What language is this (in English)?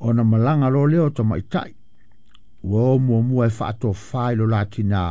Samoan